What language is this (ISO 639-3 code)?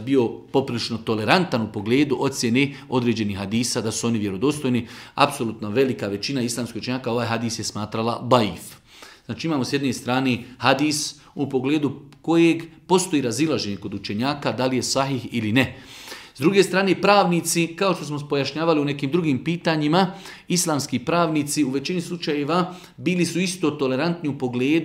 bos